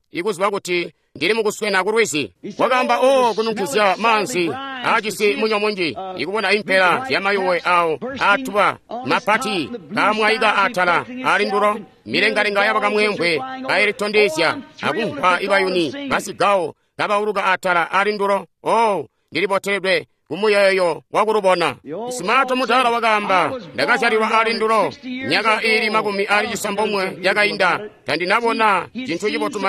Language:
Tonga (Zambia)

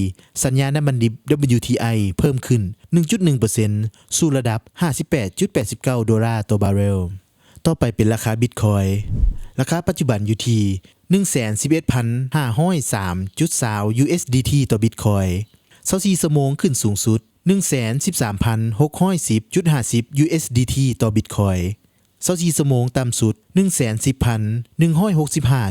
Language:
Lao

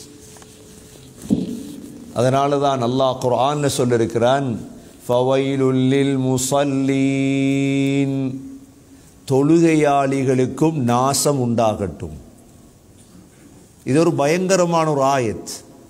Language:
Tamil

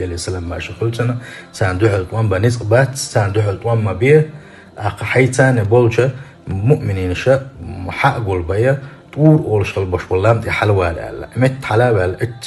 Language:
Chechen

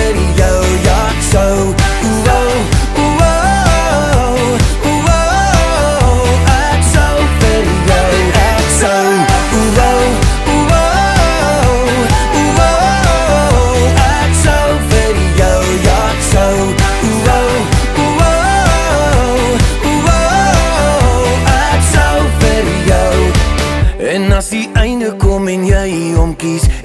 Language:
Afrikaans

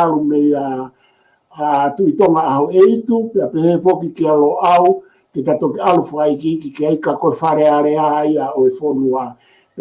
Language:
Tongan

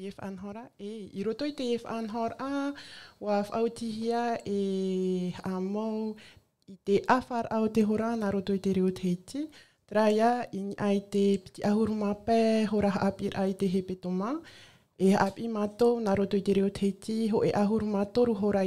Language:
Tahitian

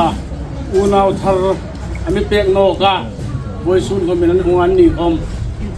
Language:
Hmar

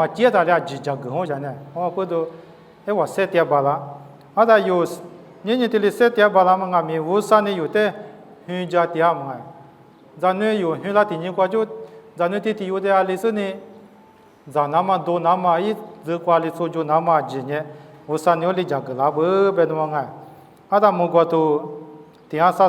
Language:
Lisu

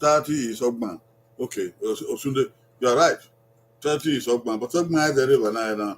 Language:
Bini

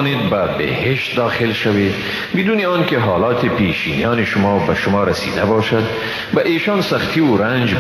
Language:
Persian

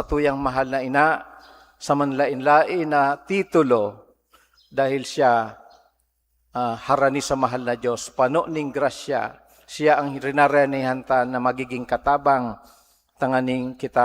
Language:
Bikol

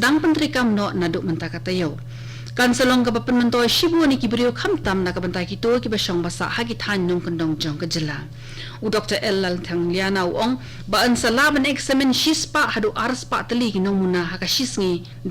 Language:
Khasi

